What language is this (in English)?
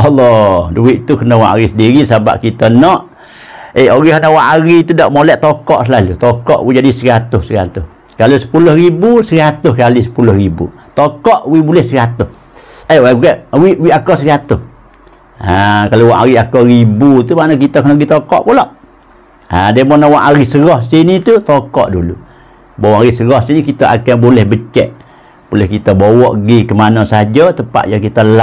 Pattani Malay